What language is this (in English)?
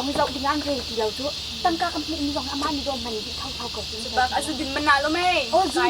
Hakha Chin